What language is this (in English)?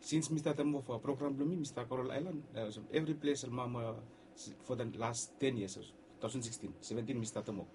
Bislama